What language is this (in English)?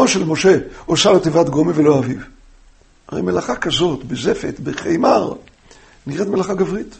Hebrew